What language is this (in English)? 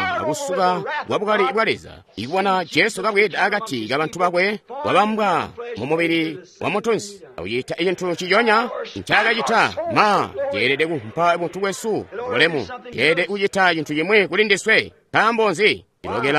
Tonga (Zambia)